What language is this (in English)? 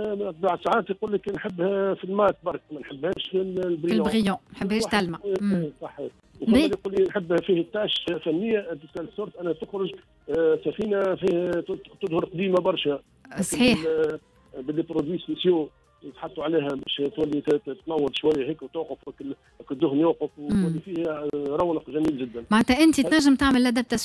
Tunisian Arabic